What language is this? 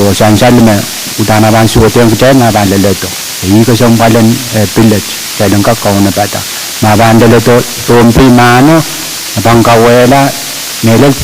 Pohnpeian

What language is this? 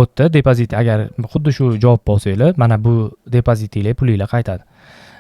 Uzbek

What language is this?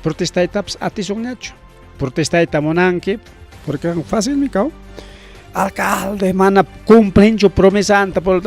Ayacucho Quechua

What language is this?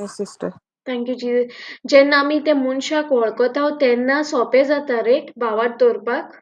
Konkani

